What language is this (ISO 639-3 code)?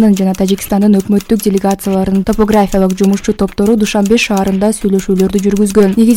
kir